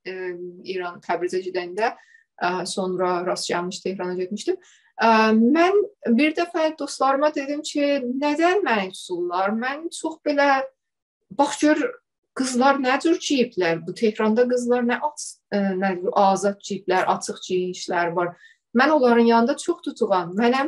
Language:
South Azerbaijani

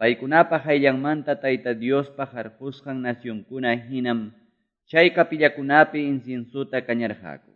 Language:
Quechua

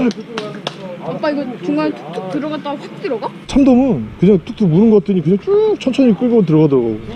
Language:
Korean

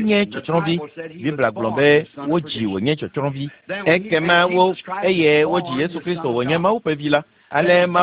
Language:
Ewe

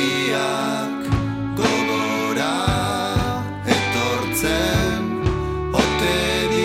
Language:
Basque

